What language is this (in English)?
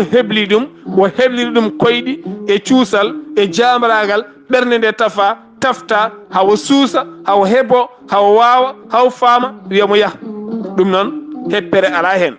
Fula